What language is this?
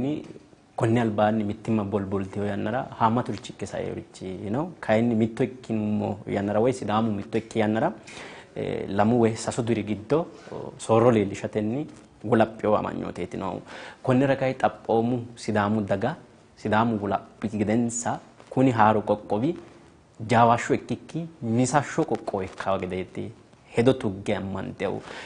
Sidamo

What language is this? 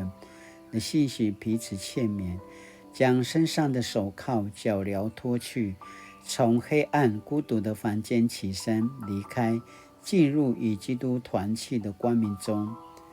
Paiwan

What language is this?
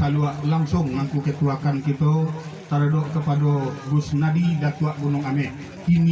Minangkabau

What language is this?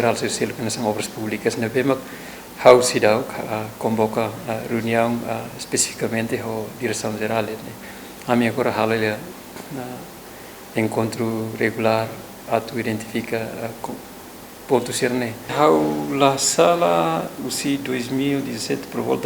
Tetum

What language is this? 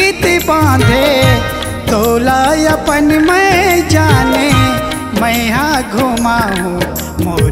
Chhattisgarhi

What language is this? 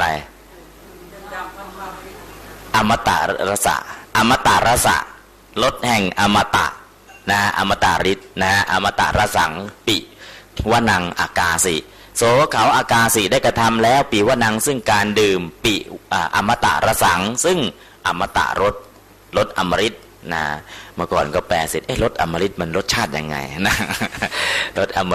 Thai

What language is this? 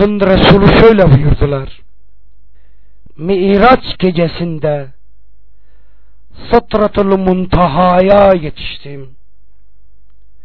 Turkish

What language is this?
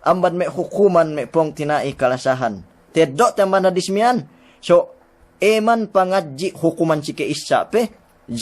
Yakan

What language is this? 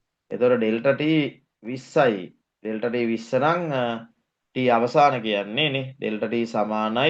Sinhala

